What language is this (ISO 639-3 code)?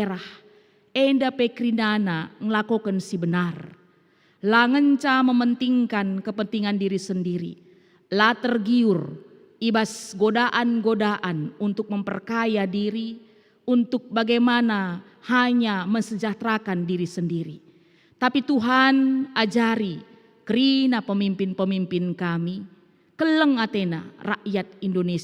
btx